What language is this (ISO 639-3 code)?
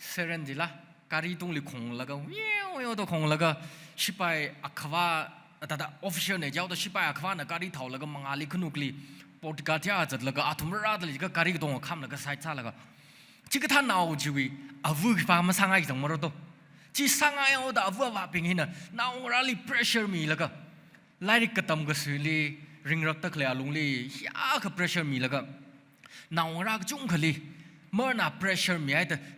nmf